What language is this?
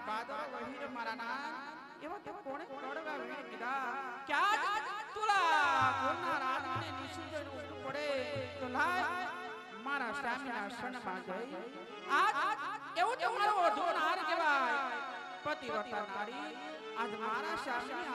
Gujarati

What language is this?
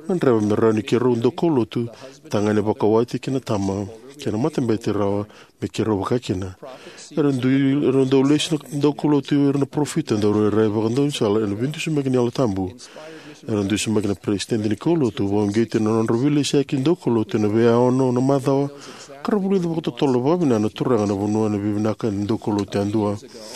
Fijian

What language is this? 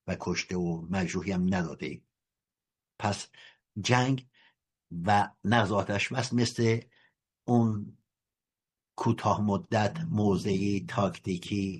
Persian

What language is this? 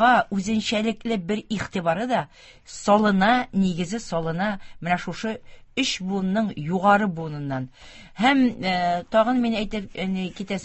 Tatar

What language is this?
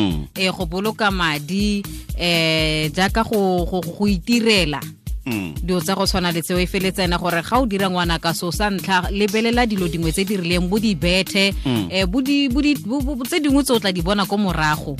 Tswana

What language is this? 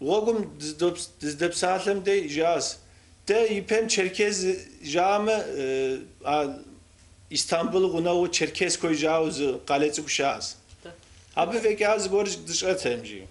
Kabardian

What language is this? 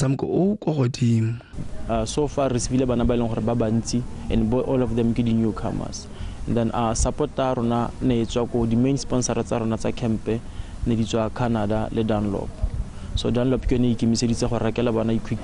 Tswana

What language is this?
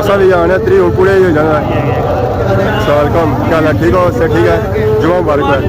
Pahari-Potwari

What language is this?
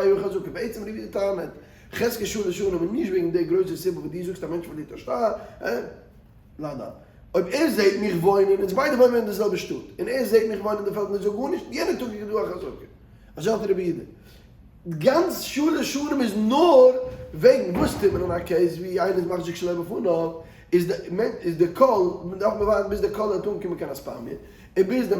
Yiddish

